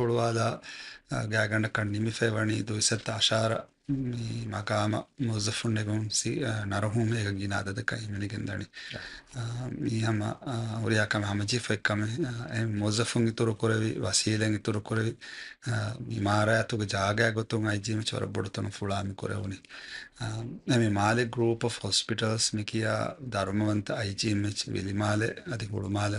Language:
Divehi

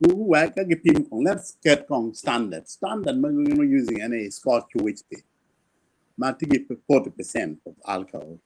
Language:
Acoli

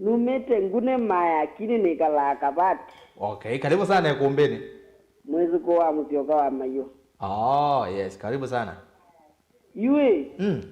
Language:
Kamba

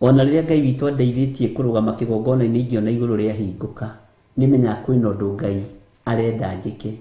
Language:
Kikuyu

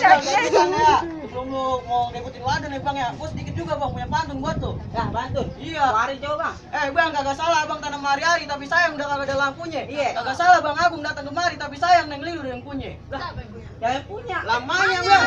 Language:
Betawi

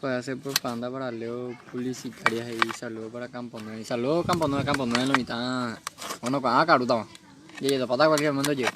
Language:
Guarani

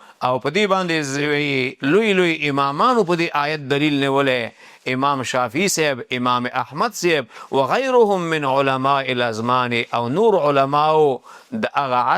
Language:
Pashto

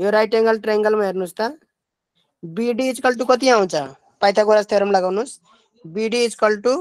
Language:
Nepali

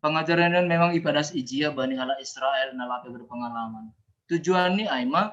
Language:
Batak Simalungun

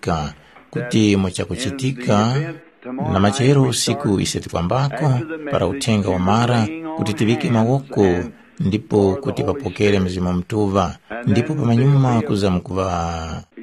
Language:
Tumbuka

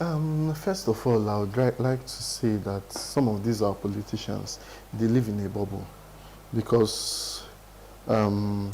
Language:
Igbo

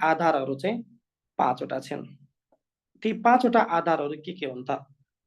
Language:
Nepali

